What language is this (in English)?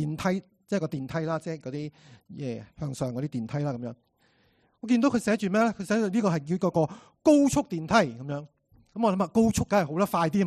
Cantonese